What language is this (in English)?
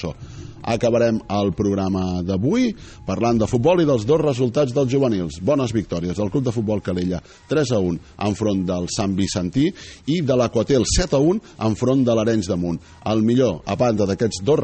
Catalan